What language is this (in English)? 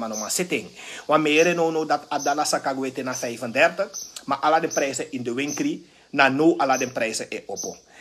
Sranan Tongo